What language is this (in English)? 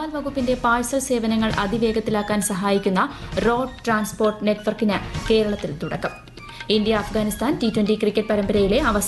Malayalam